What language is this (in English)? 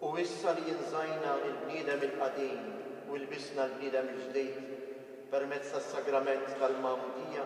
Maltese